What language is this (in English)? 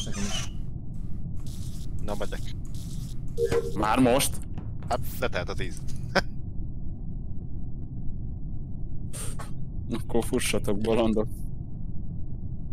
Hungarian